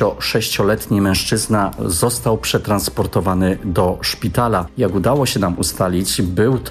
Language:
Polish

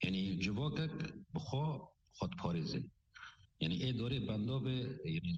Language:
Kurdish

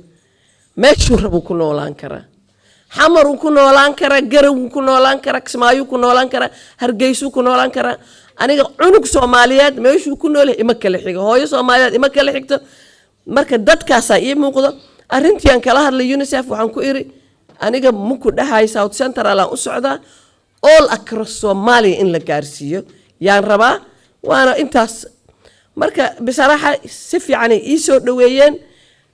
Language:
Somali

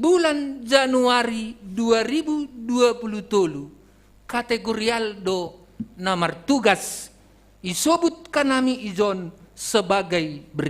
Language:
Batak Simalungun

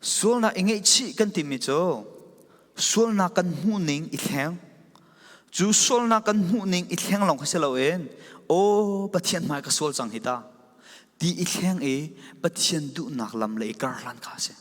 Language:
Falam Chin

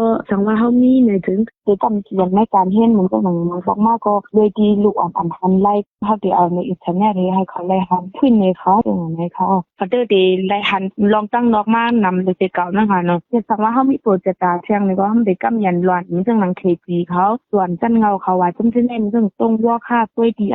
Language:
Shan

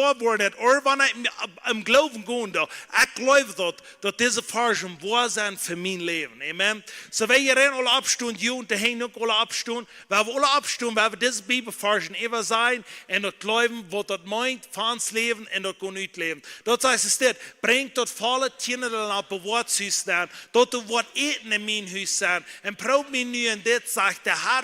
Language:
Plautdietsch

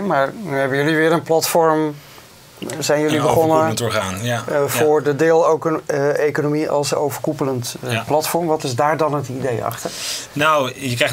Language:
Dutch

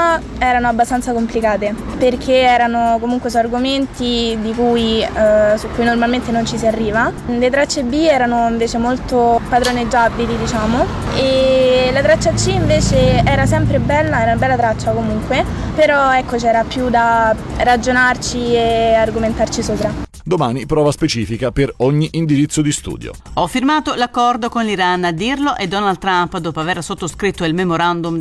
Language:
Italian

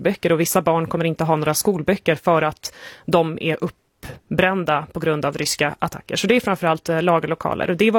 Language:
Swedish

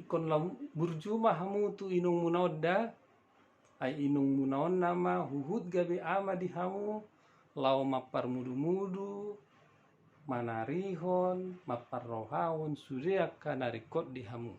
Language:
Batak Toba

